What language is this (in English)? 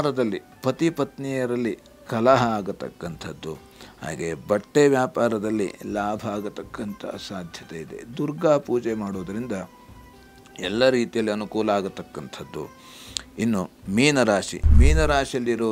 Kannada